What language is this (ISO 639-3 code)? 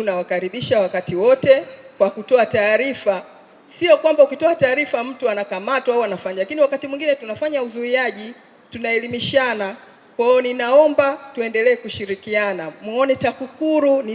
swa